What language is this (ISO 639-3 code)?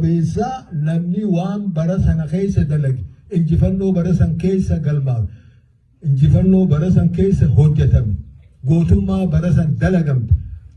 orm